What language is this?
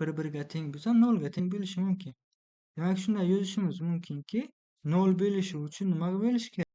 Uzbek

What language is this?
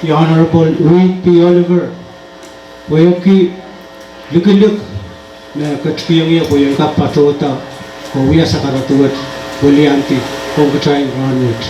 Pohnpeian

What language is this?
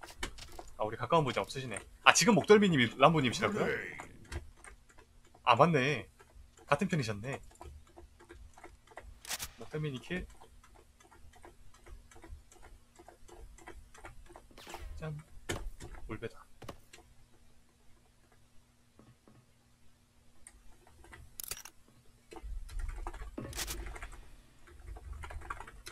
Korean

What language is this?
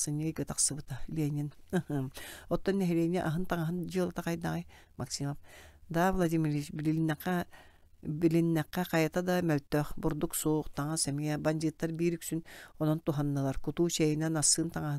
Yakut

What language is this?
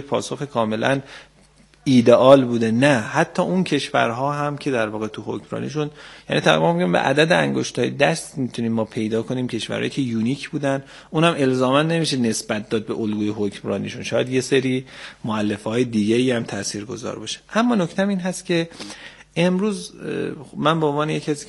Persian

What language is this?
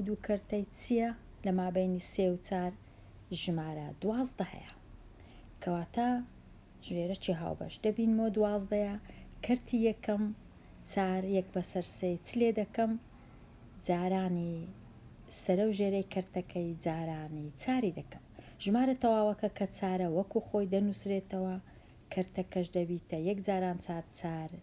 Central Kurdish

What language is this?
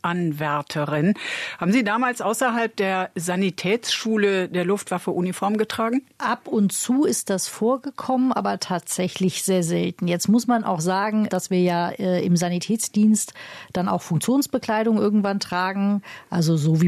German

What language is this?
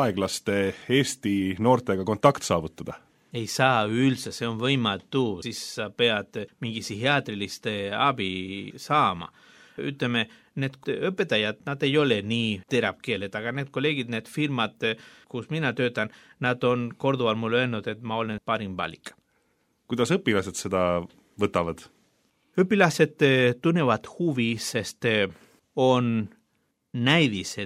Estonian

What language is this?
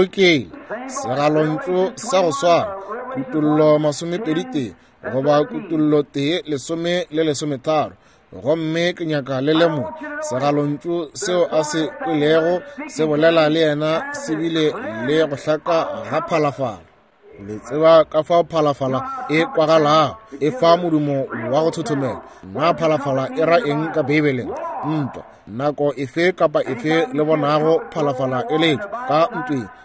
Northern Sotho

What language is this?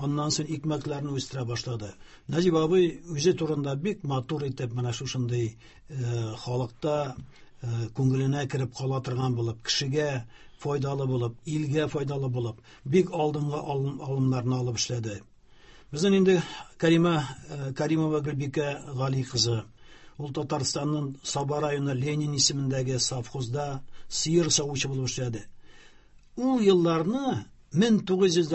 Tatar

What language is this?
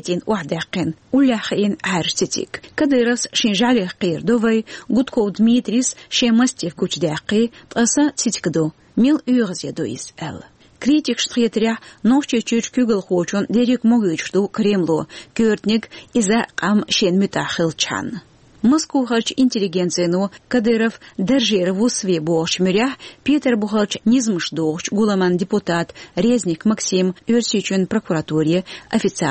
Chechen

